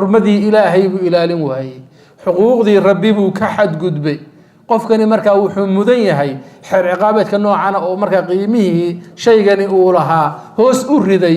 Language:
Somali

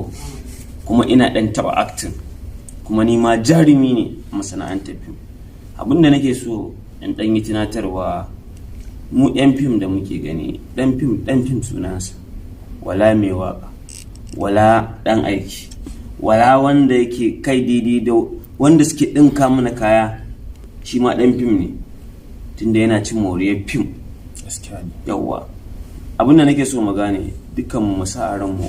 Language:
Hausa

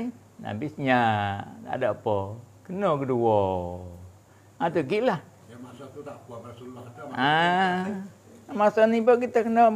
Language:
Malay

